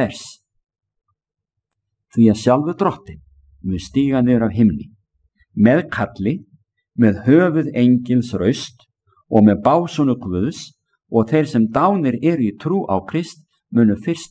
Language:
Icelandic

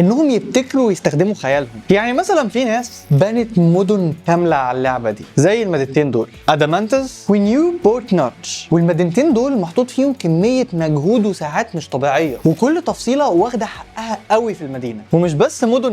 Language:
Egyptian Arabic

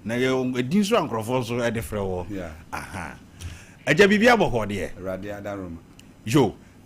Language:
Akan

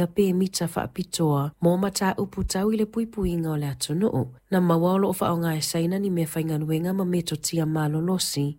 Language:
Samoan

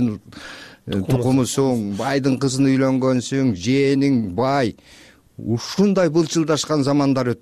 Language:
Kyrgyz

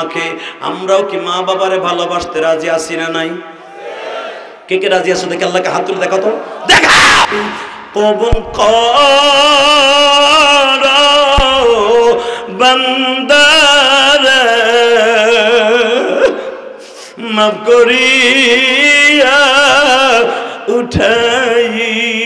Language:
Bangla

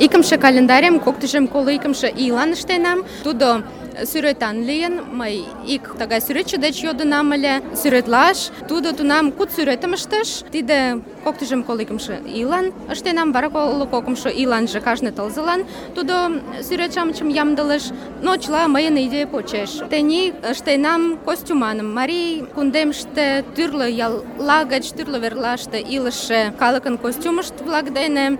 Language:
Mari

